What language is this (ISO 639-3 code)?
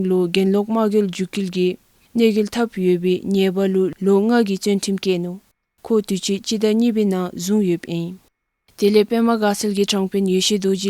dzo